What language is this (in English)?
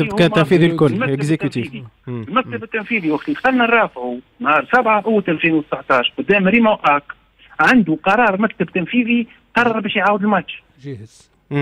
Tunisian Arabic